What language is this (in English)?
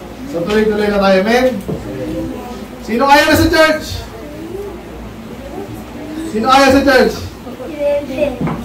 Filipino